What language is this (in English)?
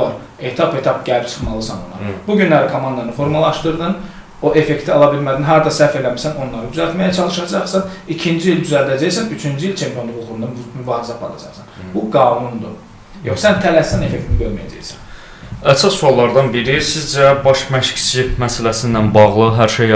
Azerbaijani